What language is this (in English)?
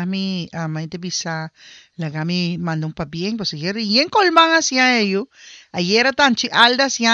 Papiamento